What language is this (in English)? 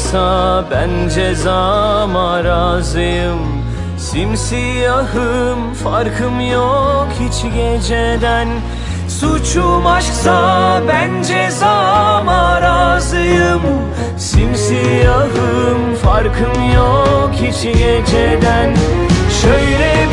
Turkish